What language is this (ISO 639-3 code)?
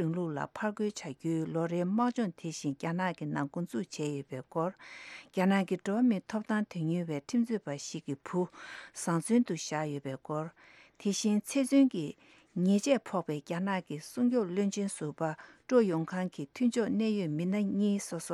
bod